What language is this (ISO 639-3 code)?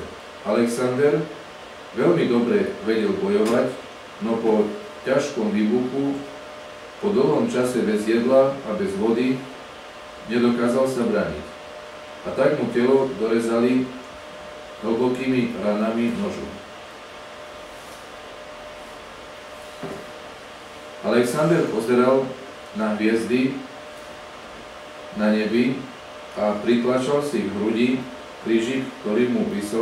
slk